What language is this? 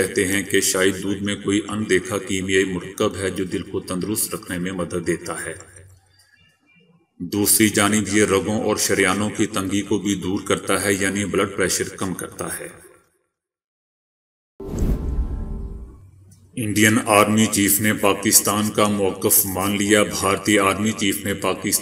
Urdu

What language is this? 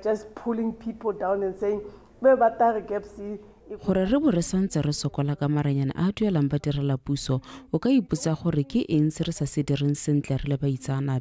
Tswana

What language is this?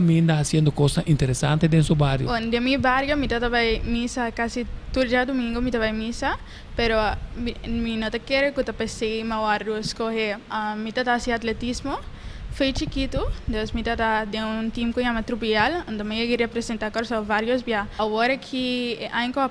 Papiamento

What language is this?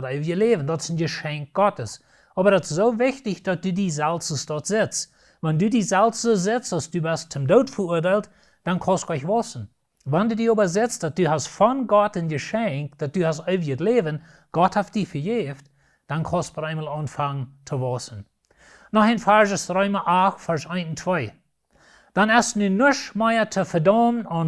Plautdietsch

